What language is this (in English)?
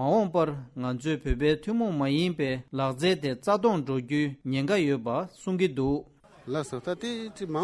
Tibetan